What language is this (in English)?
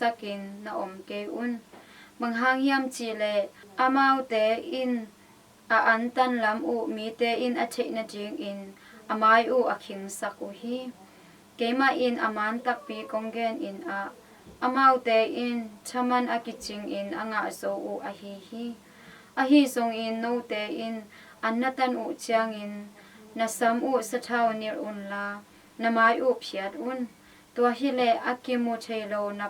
Tedim Chin